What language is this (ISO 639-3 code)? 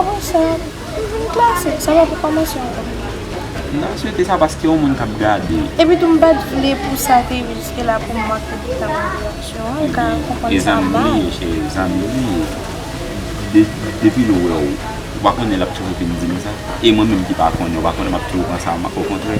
hat